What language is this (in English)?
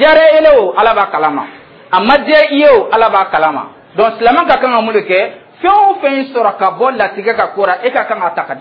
Dyula